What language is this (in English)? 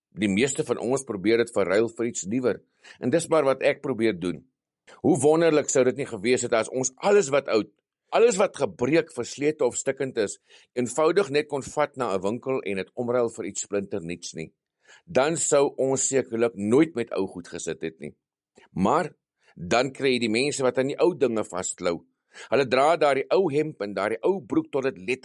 Afrikaans